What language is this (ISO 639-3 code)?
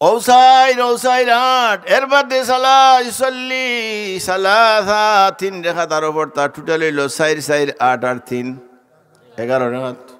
syl